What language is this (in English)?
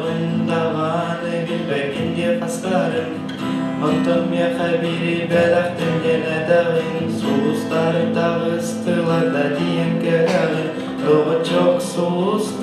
Yakut